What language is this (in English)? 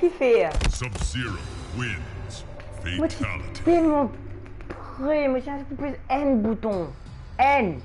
Morisyen